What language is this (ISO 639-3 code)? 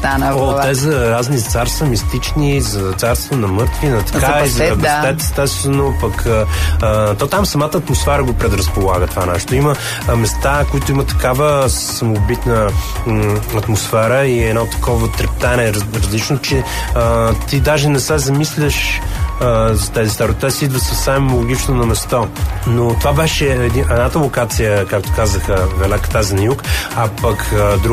bul